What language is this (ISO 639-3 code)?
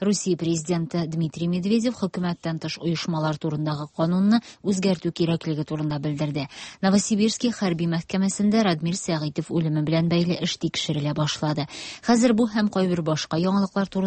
tat